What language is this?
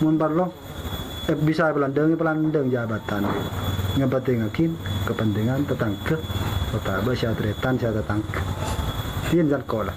Madurese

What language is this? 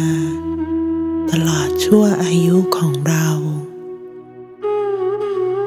Thai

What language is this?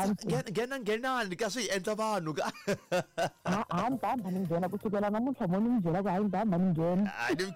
Tsonga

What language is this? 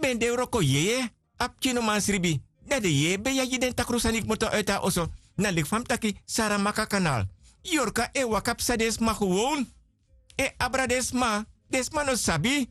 Sranan Tongo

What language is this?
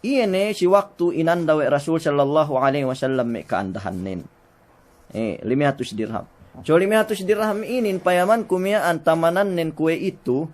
Yakan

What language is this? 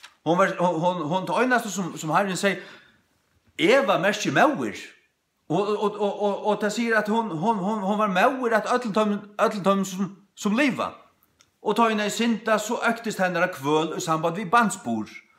Faroese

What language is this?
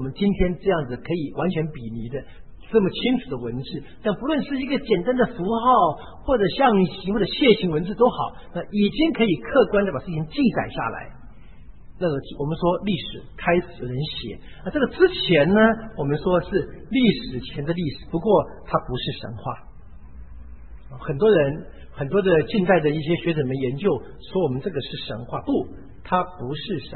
Chinese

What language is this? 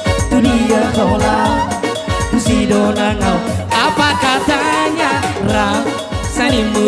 Batak Toba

